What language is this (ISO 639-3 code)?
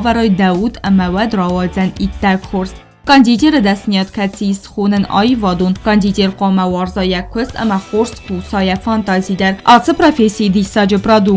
oss